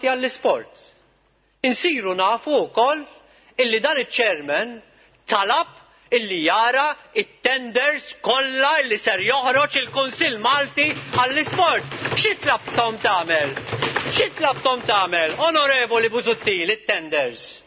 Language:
Maltese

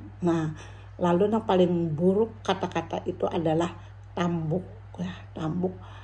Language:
Banjar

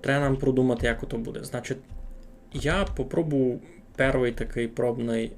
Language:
Rusyn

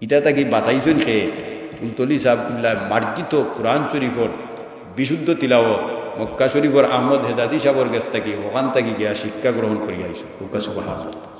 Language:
Sylheti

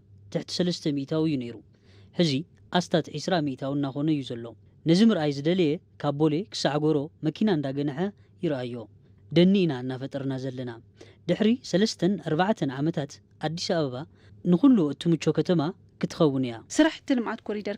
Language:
Tigrinya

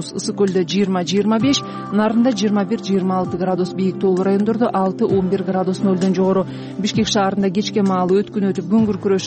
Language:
Kyrgyz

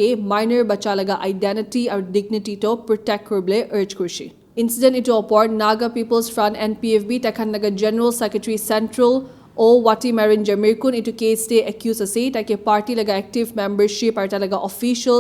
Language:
Naga Pidgin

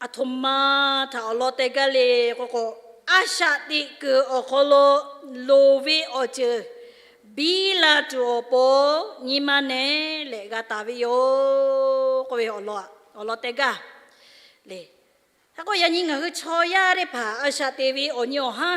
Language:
Lahu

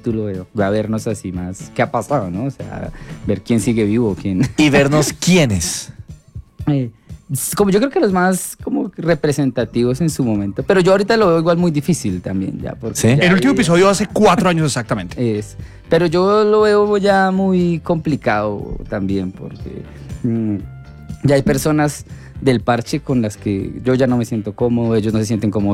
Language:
Spanish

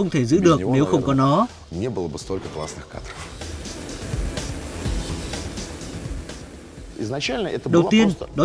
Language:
Vietnamese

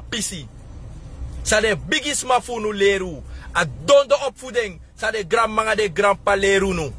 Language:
Sranan Tongo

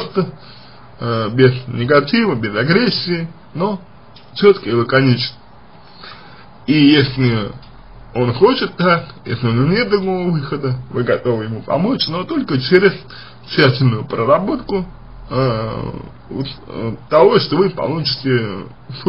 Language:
Russian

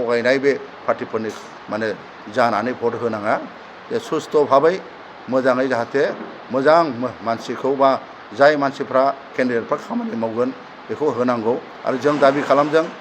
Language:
Bodo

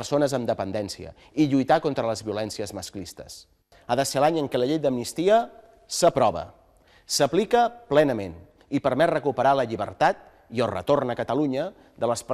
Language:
Catalan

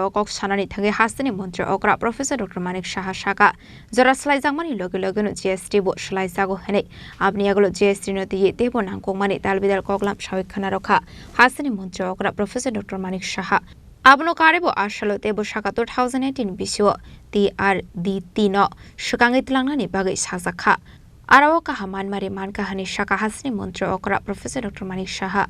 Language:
Kok Borok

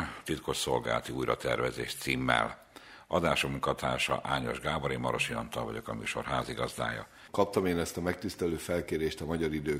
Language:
Hungarian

